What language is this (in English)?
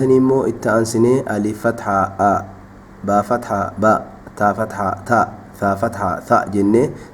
Oromo